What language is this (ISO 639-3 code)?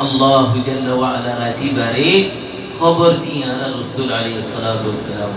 rhg